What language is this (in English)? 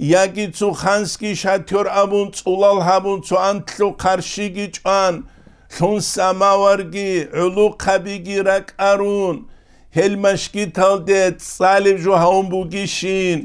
Avaric